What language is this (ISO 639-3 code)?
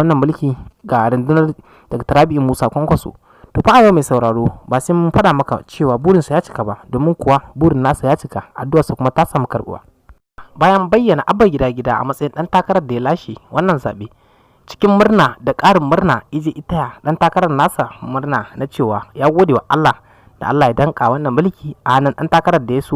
hau